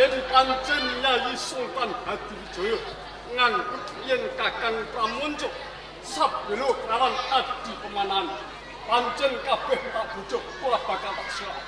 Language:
Javanese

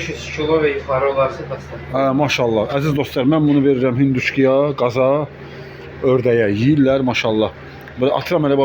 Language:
Azerbaijani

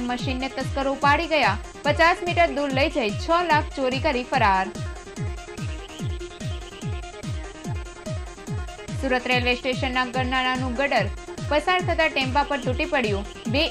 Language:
Gujarati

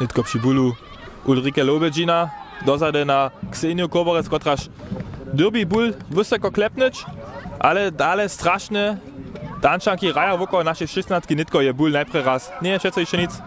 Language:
Upper Sorbian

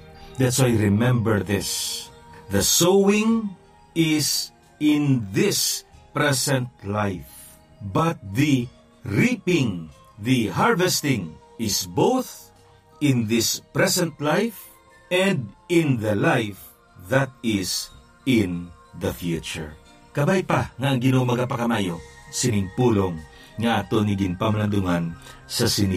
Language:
Hiligaynon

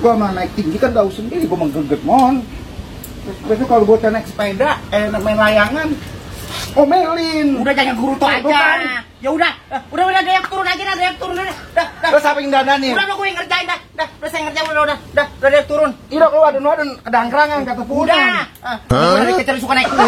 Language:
Betawi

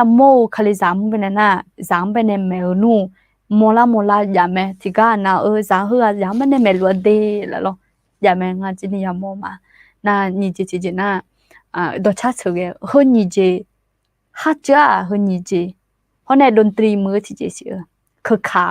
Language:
Akha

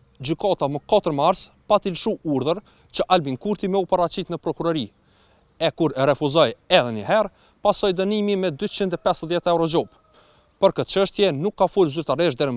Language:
Albanian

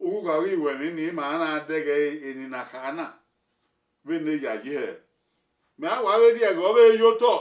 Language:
Bini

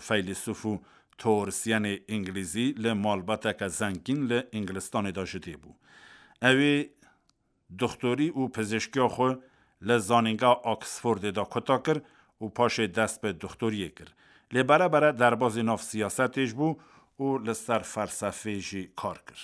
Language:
Kurdish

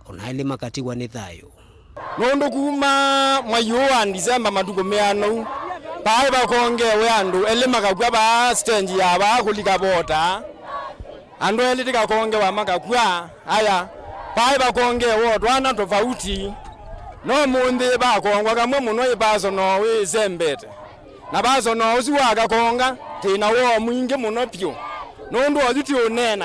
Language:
Kamba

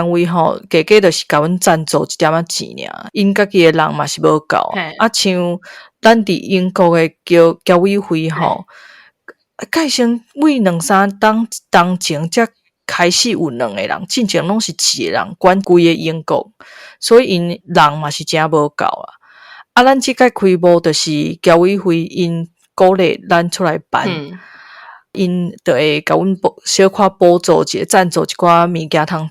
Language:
Min Nan Chinese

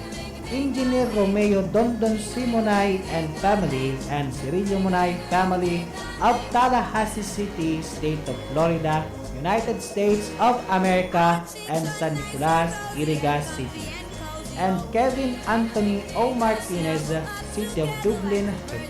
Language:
Bikol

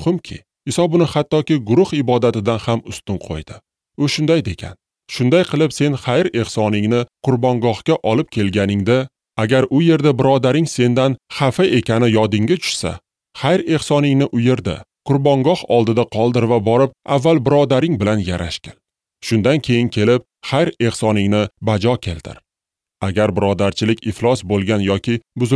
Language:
Uzbek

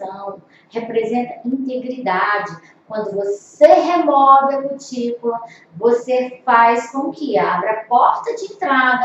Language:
Portuguese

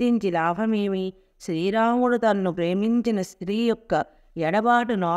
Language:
Telugu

